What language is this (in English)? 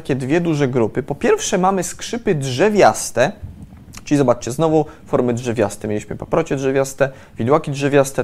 Polish